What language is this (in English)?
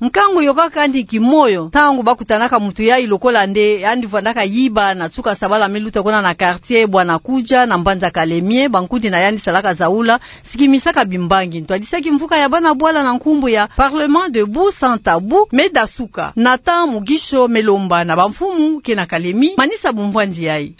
Kituba (Democratic Republic of Congo)